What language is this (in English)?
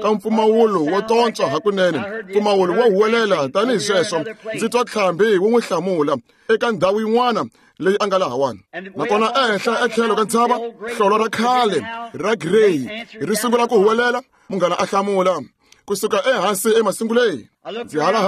Tsonga